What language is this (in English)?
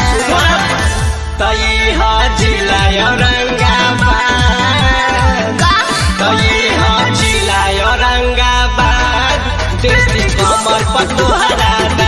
Bhojpuri